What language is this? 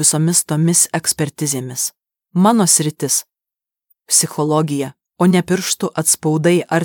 Lithuanian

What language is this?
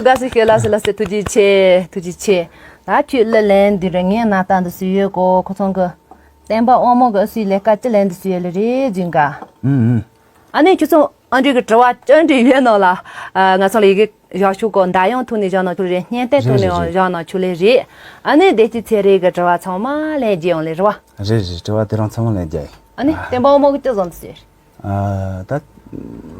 Tibetan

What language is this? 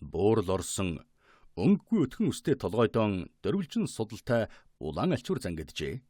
Mongolian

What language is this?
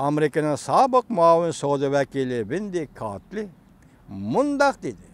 Uyghur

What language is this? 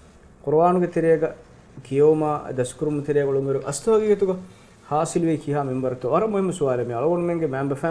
Divehi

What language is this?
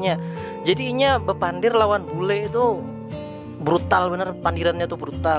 Banjar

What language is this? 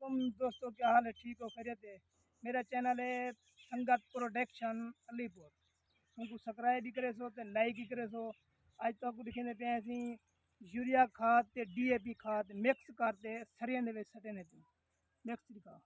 Saraiki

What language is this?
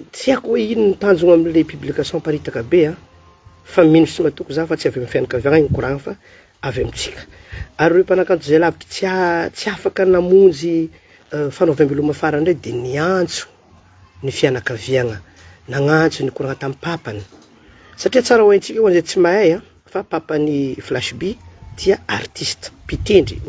Malagasy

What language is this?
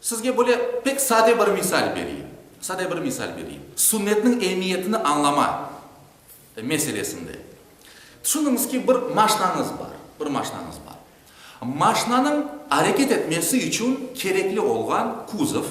Crimean Tatar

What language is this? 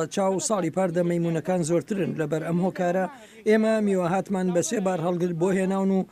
Central Kurdish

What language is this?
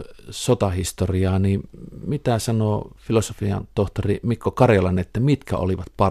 Finnish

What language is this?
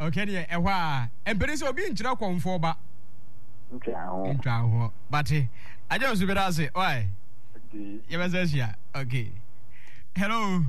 Akan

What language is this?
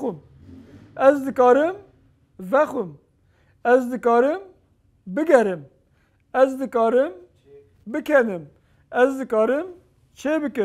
Kurdish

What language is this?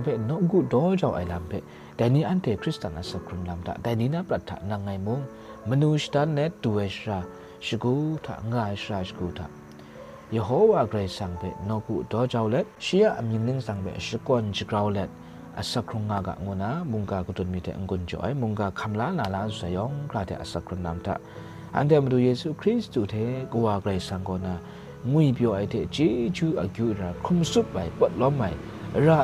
Kachin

